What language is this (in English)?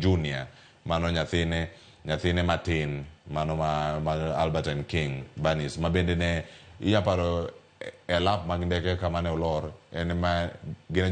Luo (Kenya and Tanzania)